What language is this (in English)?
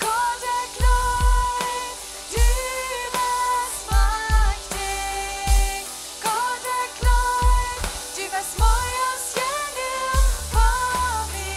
Plautdietsch